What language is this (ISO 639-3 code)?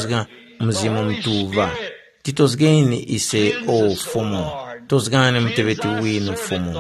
tum